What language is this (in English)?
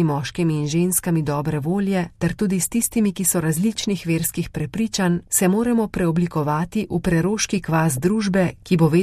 Slovenian